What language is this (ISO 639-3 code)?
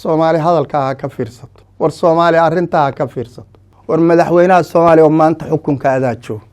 som